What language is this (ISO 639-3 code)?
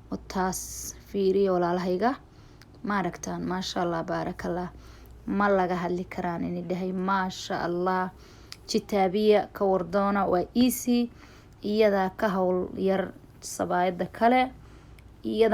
som